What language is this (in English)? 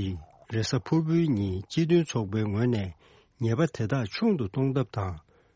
Tibetan